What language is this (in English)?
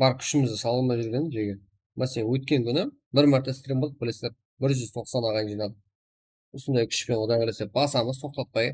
Kara-Kalpak